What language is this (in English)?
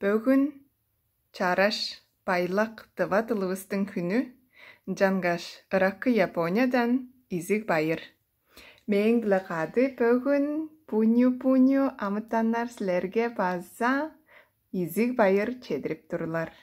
Tuvinian